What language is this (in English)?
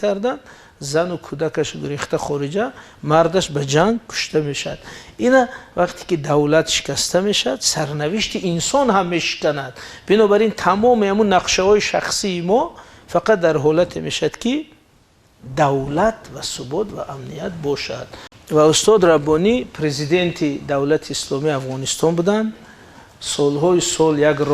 Tajik